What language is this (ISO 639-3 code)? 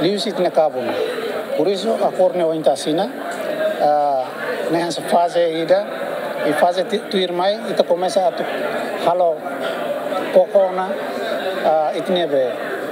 tet